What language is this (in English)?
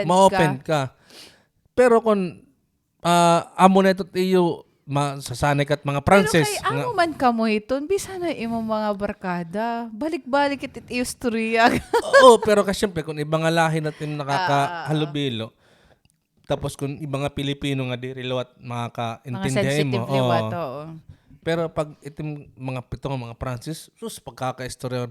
Waray